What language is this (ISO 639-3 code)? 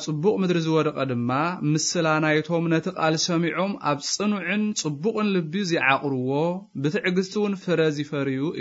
tir